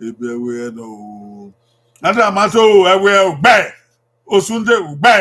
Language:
Bini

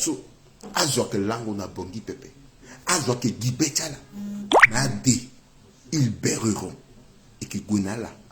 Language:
Sango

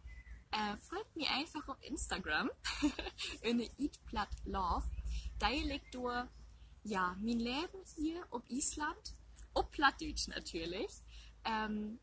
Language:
Low German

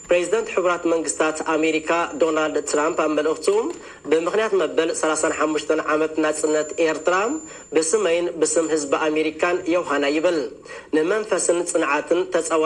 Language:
Tigrinya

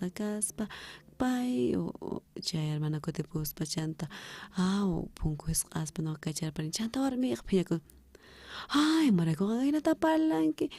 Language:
South Bolivian Quechua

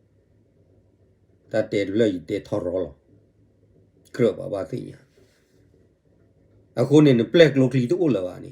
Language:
S'gaw Karen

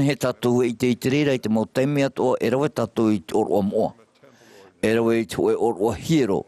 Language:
Tahitian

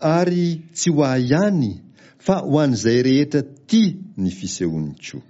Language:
Malagasy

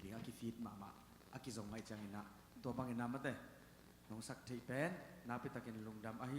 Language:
Tedim Chin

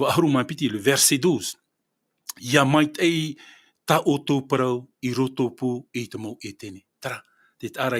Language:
Tahitian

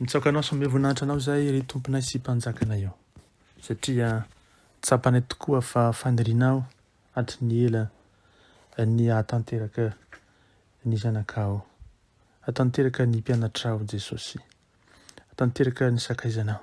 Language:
Malagasy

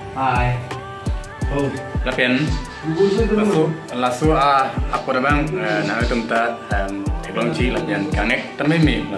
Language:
Karbi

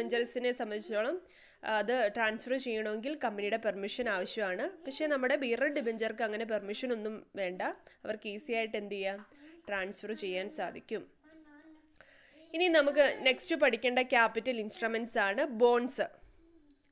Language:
Malayalam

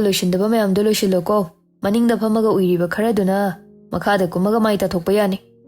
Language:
Manipuri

